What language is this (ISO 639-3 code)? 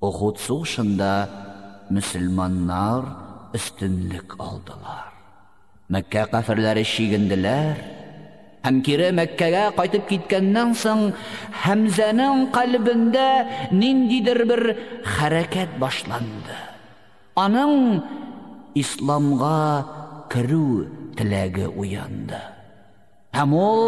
tat